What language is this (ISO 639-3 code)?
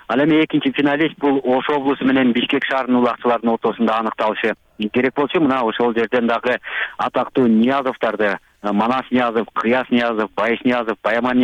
kir